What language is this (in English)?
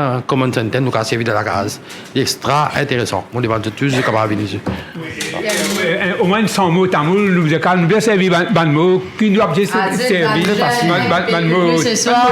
Morisyen